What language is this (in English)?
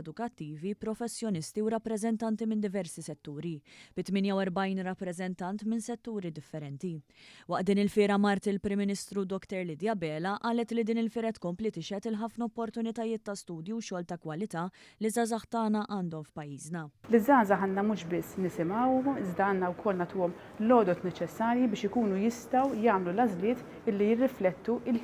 Maltese